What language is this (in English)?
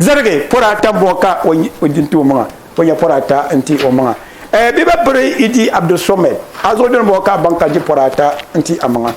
Dagbani